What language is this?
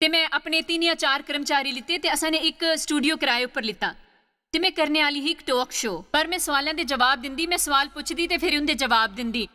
Dogri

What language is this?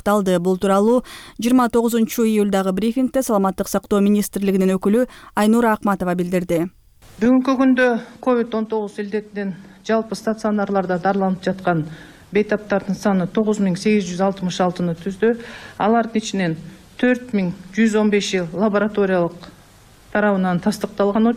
Kyrgyz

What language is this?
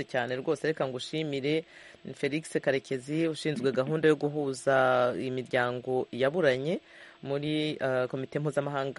Kinyarwanda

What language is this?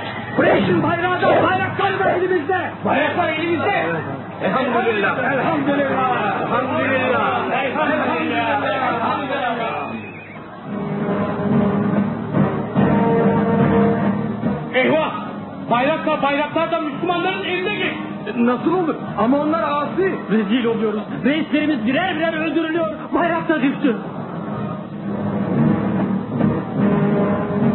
Turkish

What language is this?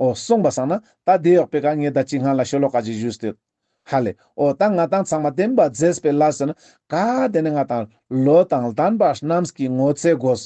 Ladakhi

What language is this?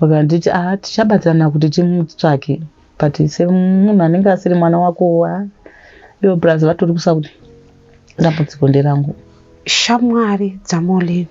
Shona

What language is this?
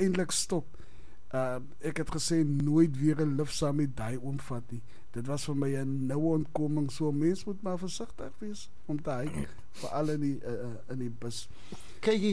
Afrikaans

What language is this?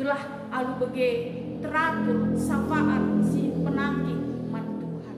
Batak Karo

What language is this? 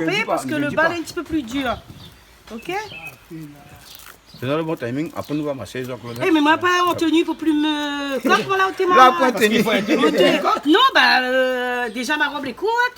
Réunion Creole French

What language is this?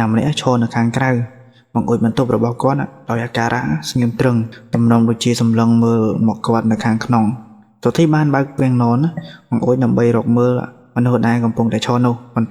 Khmer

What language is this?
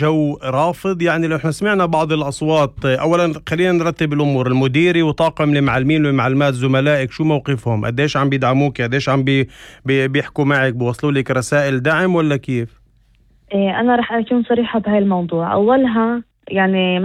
North Levantine Arabic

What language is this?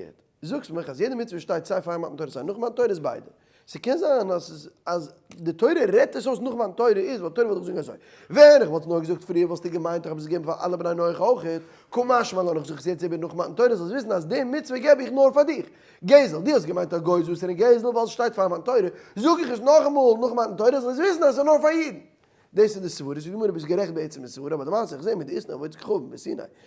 Yiddish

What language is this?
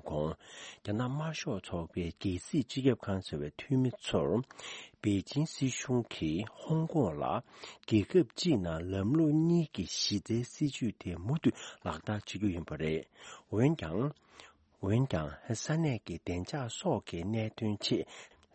Tibetan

